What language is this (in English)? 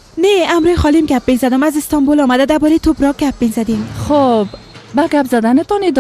Persian